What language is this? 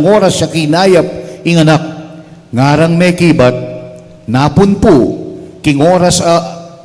Pampanga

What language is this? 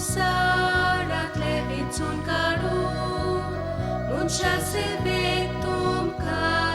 Konkani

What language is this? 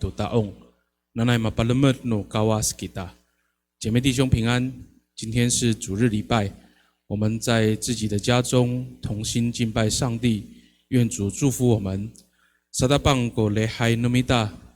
Amis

